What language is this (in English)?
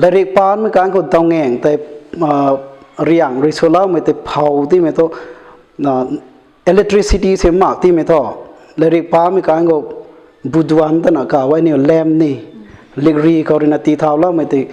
Rongmei Naga